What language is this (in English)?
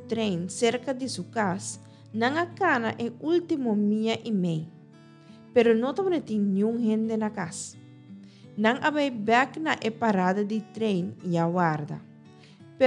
Papiamento